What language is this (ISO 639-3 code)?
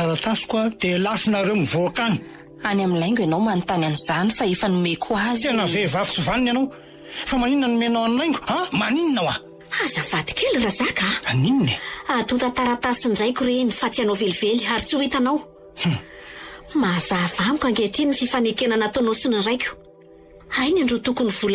mlg